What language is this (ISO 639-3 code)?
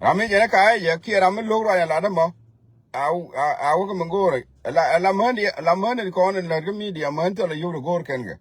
nus